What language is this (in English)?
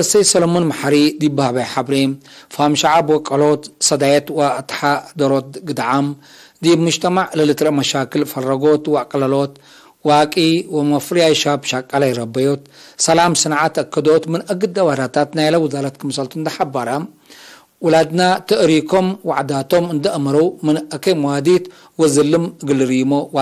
Tigre